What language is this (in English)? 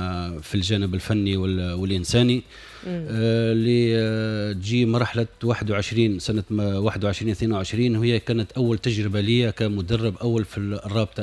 Tunisian Arabic